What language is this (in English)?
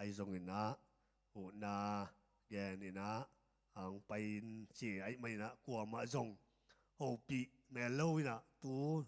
Tedim Chin